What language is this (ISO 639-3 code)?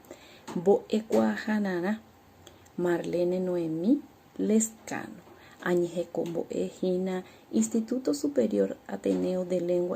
grn